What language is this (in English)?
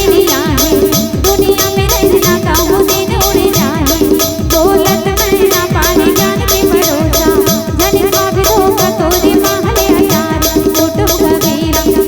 Chhattisgarhi